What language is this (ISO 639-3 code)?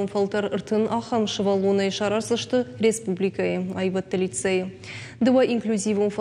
oss